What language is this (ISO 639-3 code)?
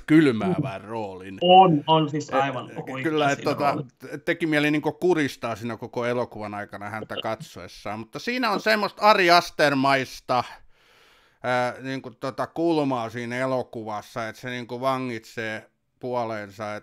fin